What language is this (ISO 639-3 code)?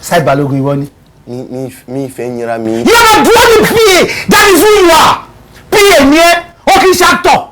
yor